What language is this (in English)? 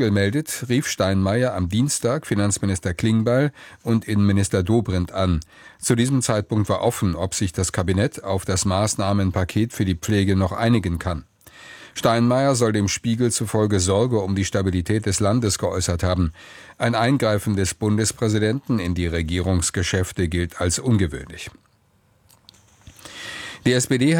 German